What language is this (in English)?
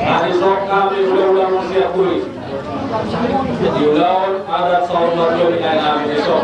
Batak Toba